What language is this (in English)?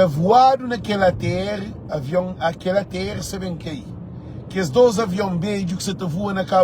Kabuverdianu